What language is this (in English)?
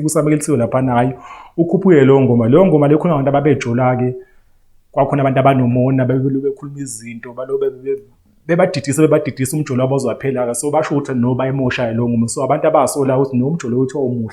Zulu